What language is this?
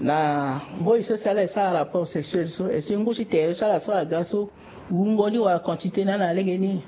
Sango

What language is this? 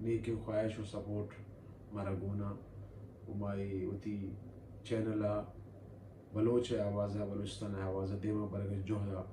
Baluchi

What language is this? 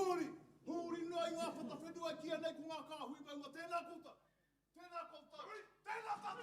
Māori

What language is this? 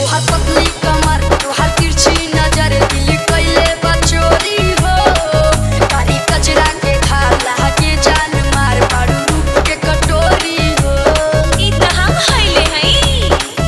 Bhojpuri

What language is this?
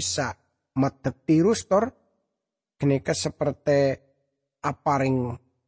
Madurese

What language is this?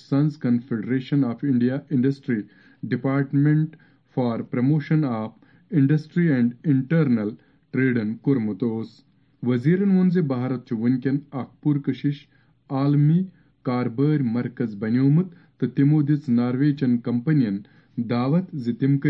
Kashmiri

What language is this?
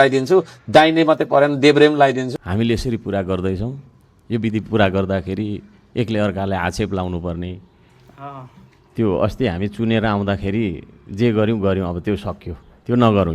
Nepali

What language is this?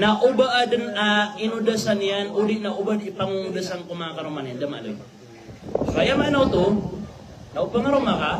Maranao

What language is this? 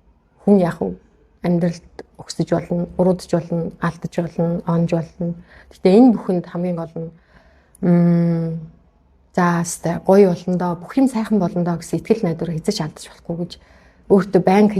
Mongolian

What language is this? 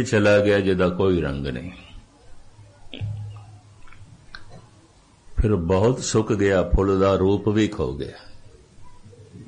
Punjabi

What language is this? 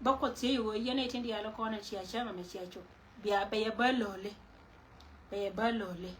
Nuer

